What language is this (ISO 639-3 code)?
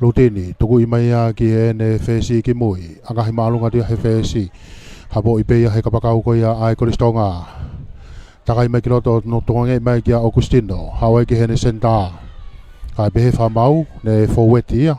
ton